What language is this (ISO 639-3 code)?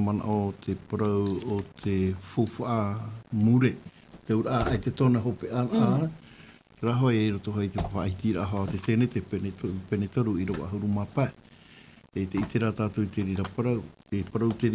tah